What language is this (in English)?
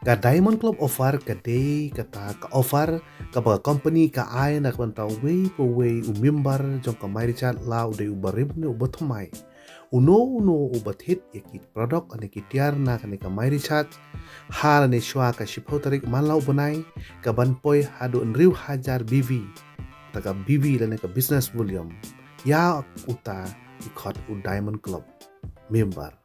Khasi